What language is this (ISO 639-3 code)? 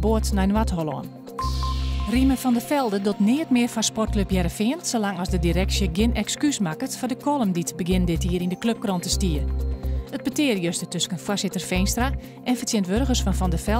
fry